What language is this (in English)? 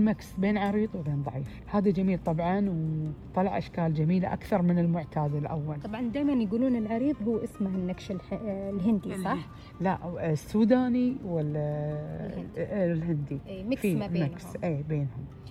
Najdi Arabic